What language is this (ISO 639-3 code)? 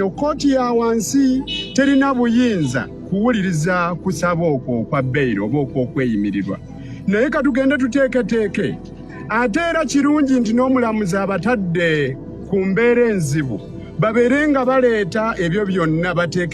lug